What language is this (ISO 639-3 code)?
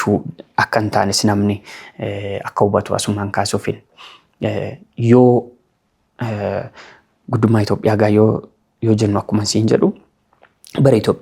orm